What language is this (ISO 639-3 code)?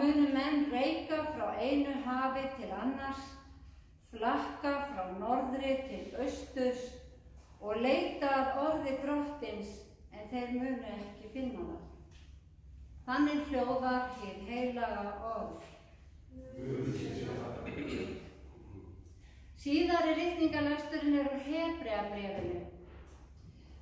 isl